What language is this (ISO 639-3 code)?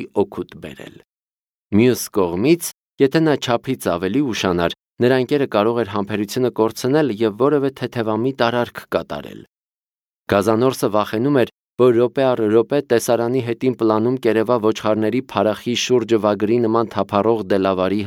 hye